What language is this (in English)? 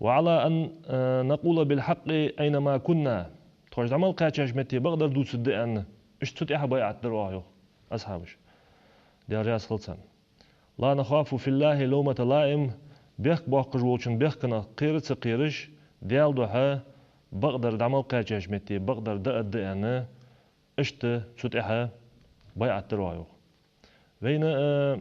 Ingush